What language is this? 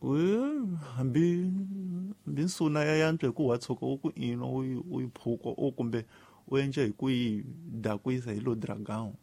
Tsonga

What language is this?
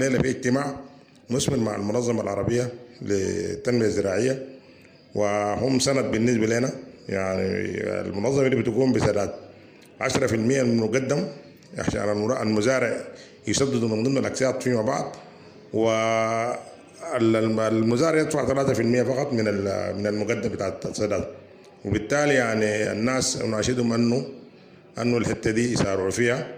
Sudanese Arabic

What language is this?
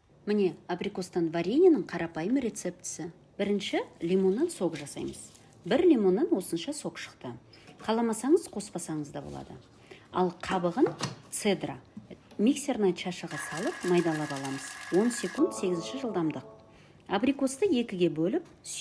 Kazakh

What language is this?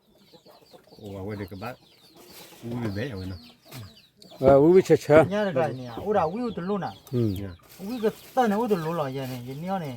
S'gaw Karen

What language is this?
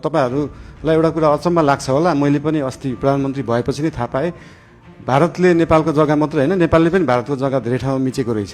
Nepali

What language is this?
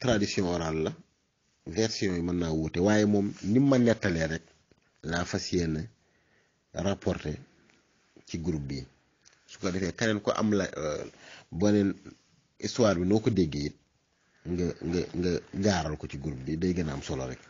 Wolof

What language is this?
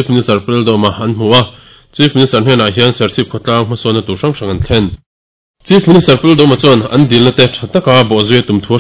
Mizo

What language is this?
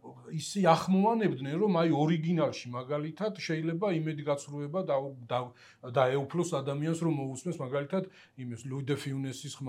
Georgian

